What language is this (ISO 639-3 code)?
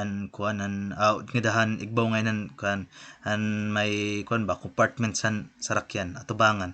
war